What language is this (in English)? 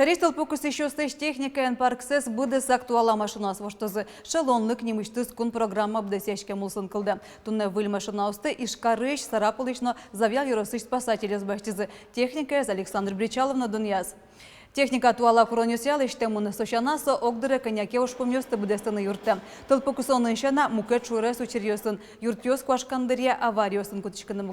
Udmurt